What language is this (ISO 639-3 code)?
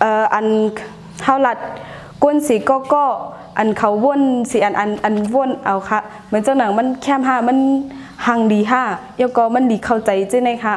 shn